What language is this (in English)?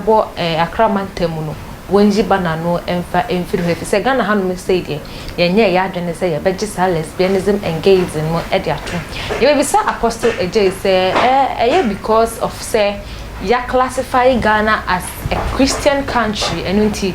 Akan